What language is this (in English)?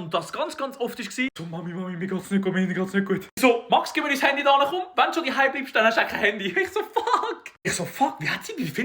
Swiss German